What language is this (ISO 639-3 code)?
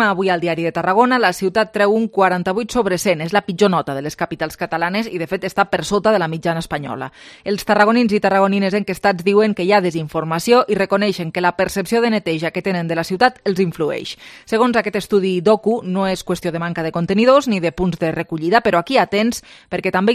cat